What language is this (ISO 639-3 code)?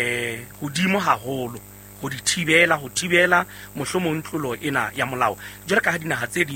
sot